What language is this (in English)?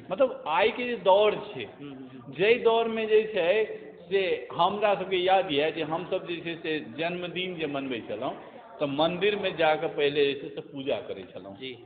Maithili